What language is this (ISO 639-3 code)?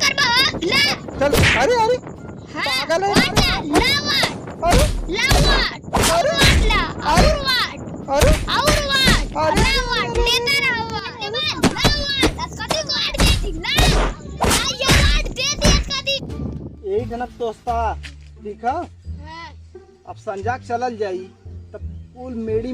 awa